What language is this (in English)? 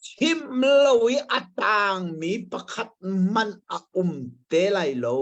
Hakha Chin